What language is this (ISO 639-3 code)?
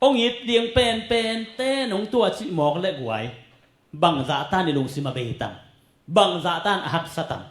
ctd